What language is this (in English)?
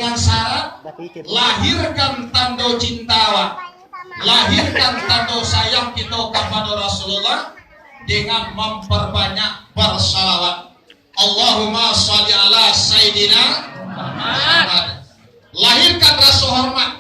Minangkabau